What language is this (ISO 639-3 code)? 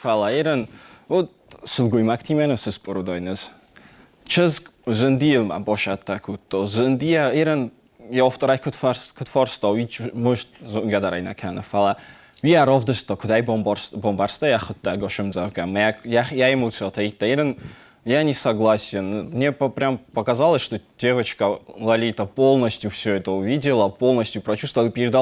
oss